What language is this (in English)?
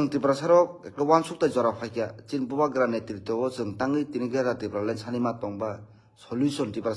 Kok Borok